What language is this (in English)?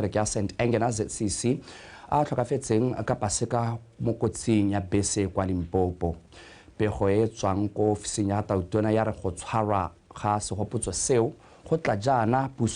Tswana